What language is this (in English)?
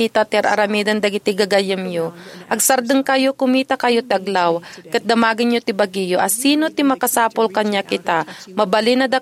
Iloko